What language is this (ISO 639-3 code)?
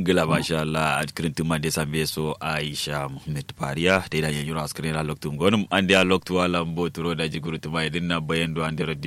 kau